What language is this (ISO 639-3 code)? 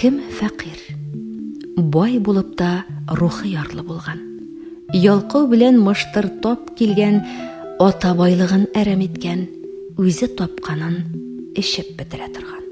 tat